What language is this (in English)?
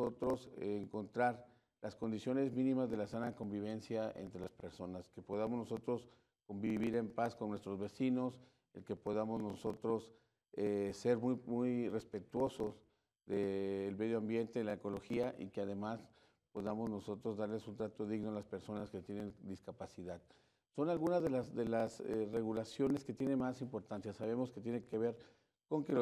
Spanish